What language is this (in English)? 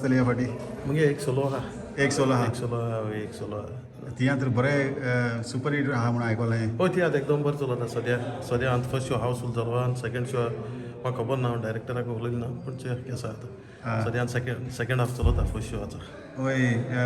Konkani